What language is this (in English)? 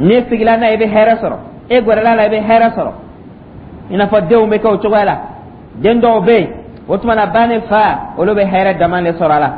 Dyula